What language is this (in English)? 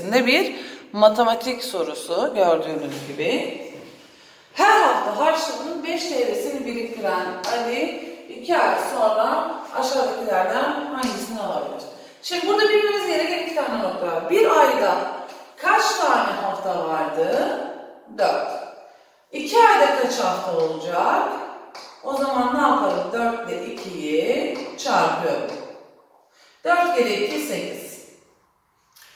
Turkish